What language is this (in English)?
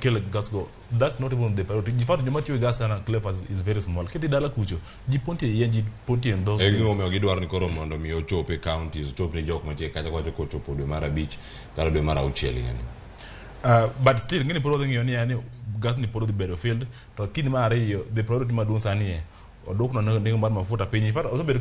Luo (Kenya and Tanzania)